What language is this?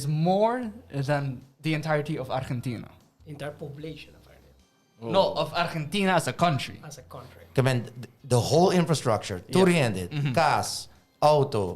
Papiamento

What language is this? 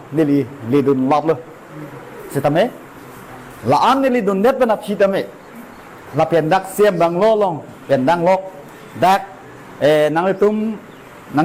Karbi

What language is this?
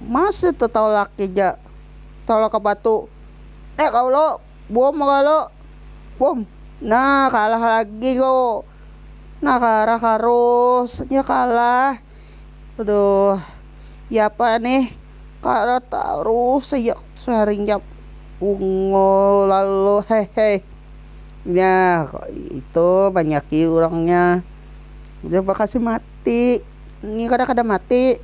Banjar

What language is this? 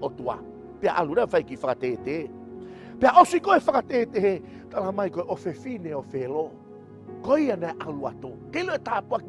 Tongan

